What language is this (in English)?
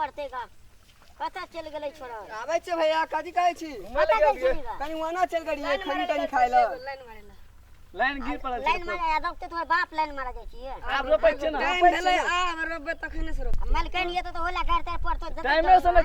Maithili